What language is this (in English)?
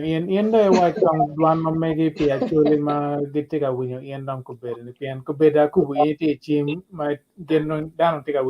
Acoli